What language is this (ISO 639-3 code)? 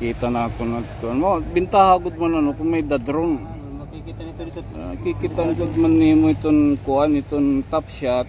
war